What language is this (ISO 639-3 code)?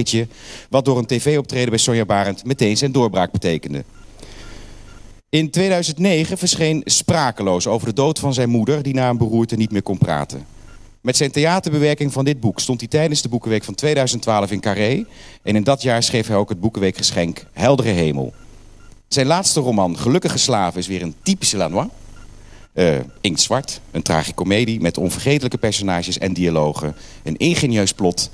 nld